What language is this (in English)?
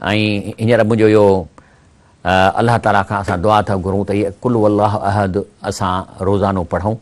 Sindhi